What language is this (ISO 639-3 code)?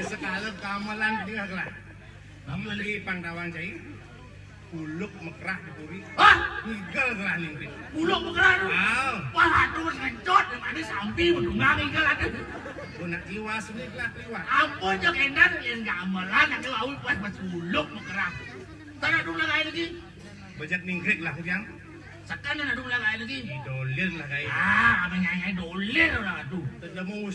ban